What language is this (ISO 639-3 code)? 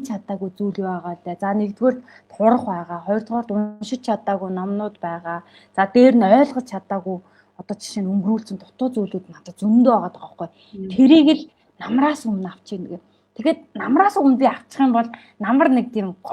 mon